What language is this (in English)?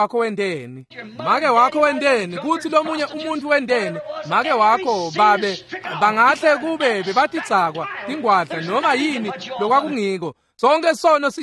Swati